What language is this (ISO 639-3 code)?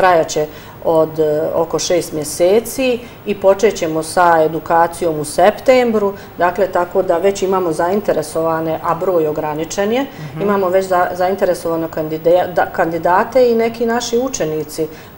bos